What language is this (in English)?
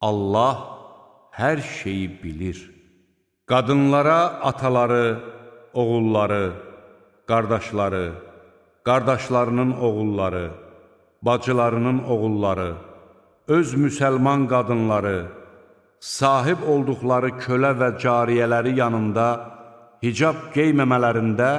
Azerbaijani